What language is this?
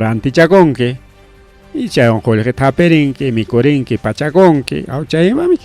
Ayacucho Quechua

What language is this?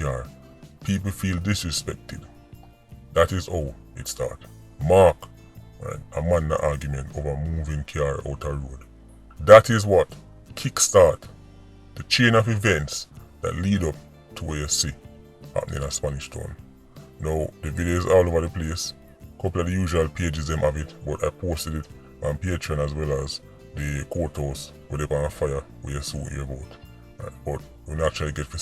Jamaican Creole English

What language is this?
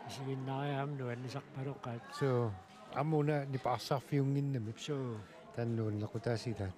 Kalaallisut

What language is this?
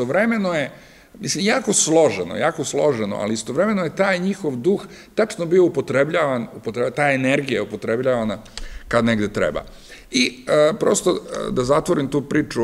Serbian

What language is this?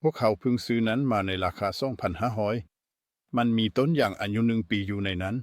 Lao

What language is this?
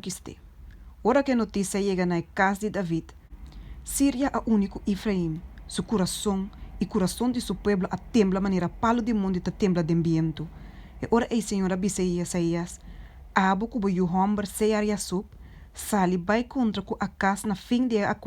Papiamento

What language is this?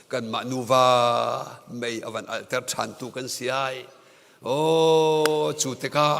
Hakha Chin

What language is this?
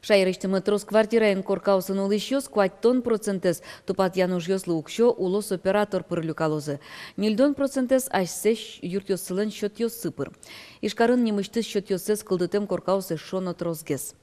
Udmurt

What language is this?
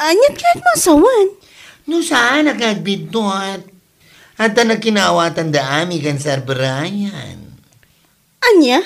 Iloko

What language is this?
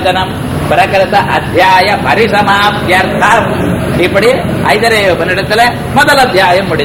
Tamil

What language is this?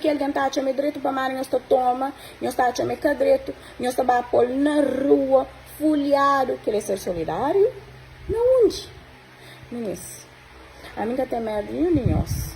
Kabuverdianu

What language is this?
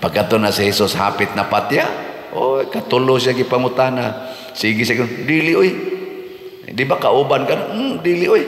Cebuano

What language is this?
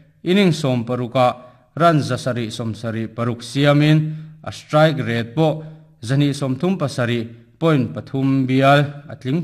Mizo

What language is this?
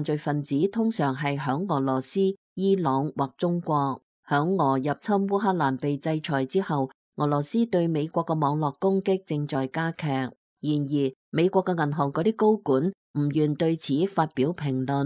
Cantonese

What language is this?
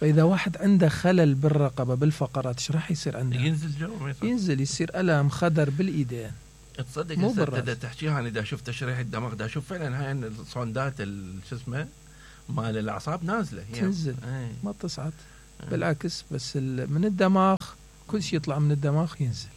Mesopotamian Arabic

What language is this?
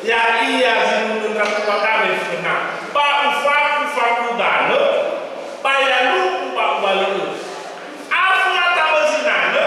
Nias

